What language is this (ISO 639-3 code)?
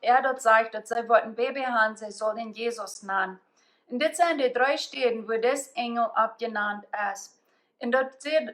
pdt